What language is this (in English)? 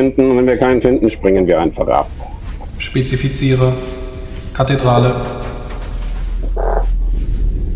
German